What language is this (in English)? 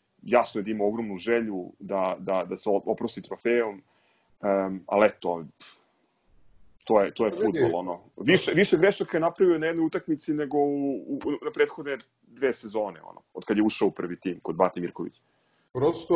Serbian